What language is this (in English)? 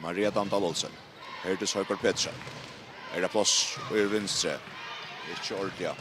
Faroese